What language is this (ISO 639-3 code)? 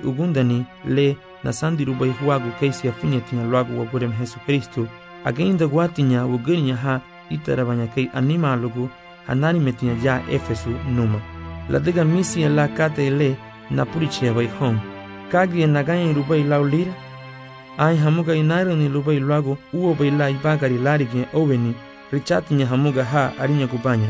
cab